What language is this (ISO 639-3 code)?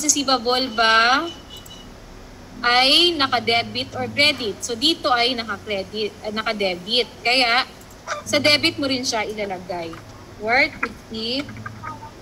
fil